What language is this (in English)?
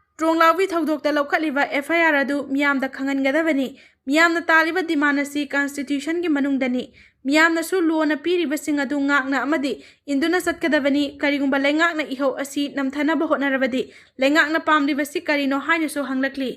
Manipuri